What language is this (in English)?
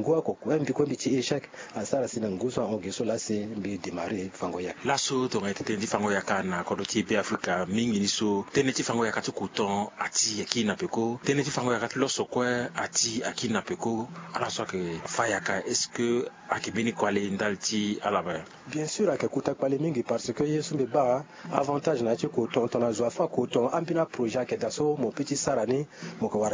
Sango